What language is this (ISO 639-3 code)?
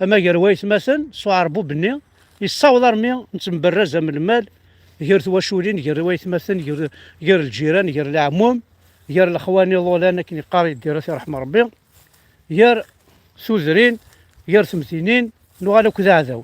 kab